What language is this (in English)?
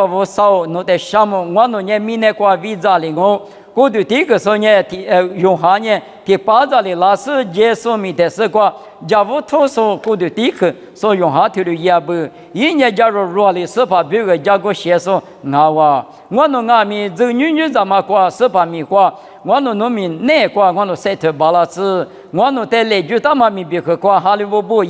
Lisu